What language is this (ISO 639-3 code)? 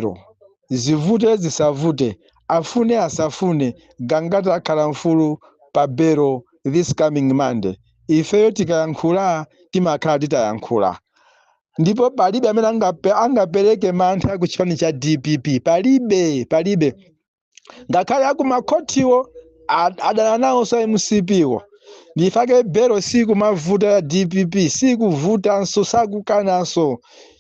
nya